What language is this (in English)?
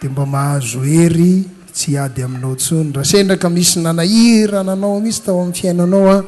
Malagasy